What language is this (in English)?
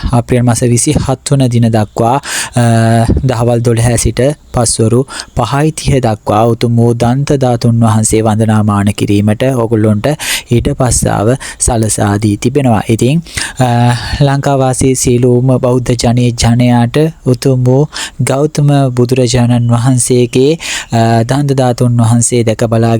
Sinhala